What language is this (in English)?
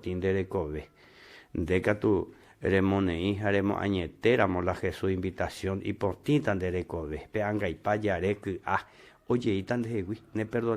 Guarani